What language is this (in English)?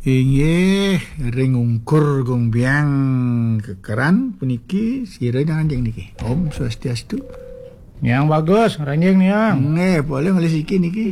Balinese